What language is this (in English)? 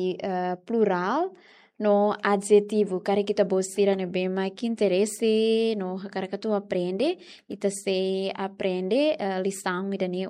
Tetum